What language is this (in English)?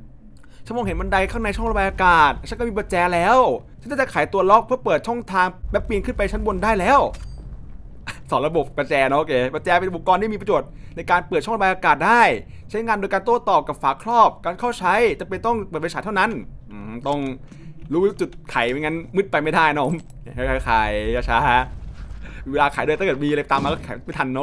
Thai